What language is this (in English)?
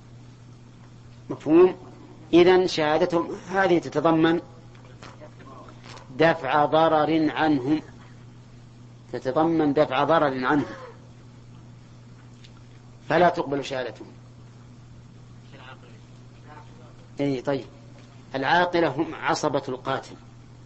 Arabic